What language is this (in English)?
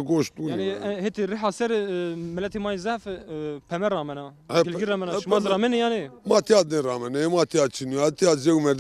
Zaza